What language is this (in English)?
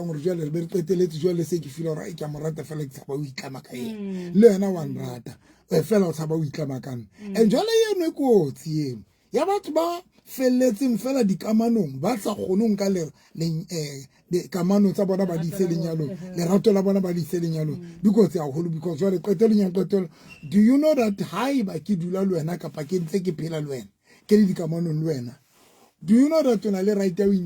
Southern Sotho